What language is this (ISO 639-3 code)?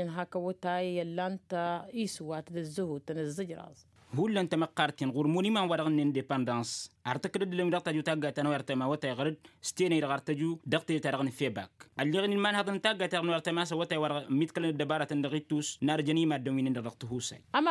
taq